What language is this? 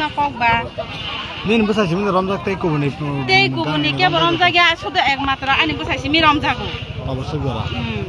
Kok Borok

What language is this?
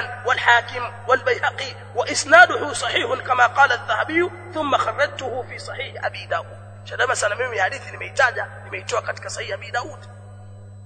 Swahili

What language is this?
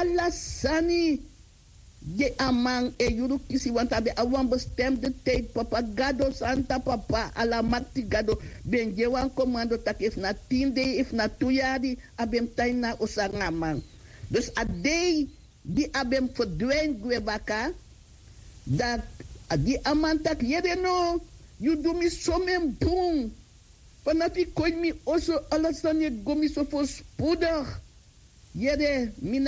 Sranan Tongo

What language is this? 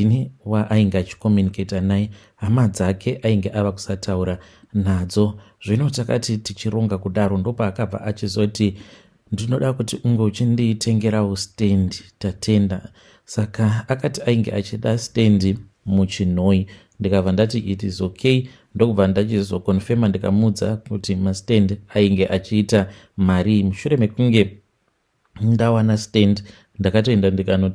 Shona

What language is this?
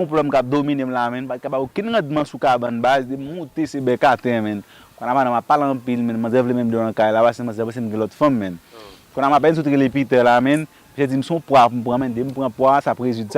Haitian Creole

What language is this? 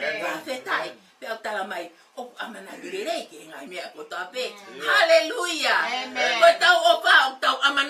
Tongan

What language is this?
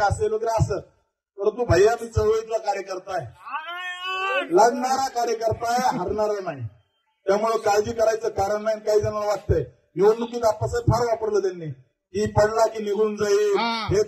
Marathi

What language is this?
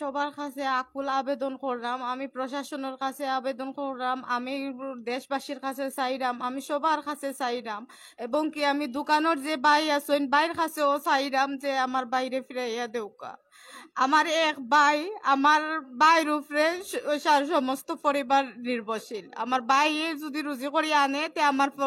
Sylheti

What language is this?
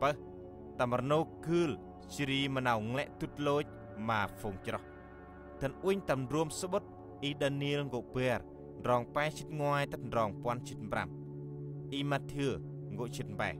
Central Mnong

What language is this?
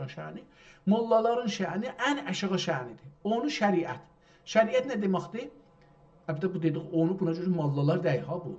South Azerbaijani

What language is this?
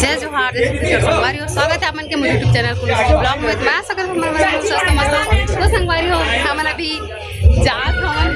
Chhattisgarhi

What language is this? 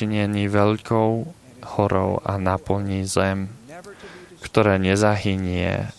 Slovak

